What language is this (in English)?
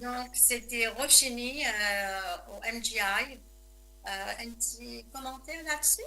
Morisyen